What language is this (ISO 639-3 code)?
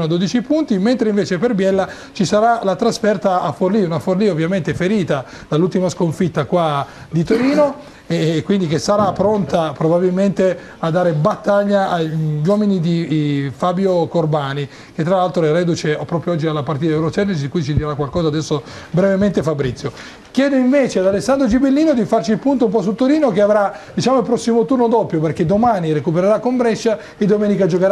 ita